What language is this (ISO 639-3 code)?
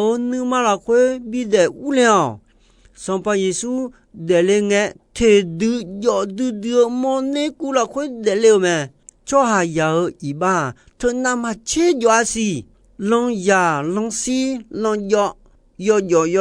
ahk